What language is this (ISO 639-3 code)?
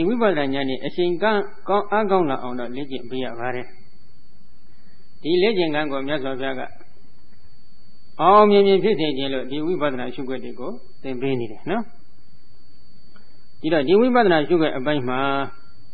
mya